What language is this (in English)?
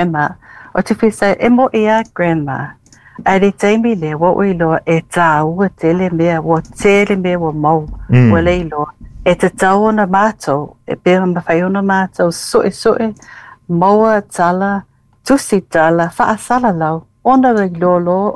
Samoan